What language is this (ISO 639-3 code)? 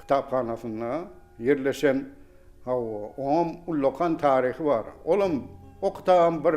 tuk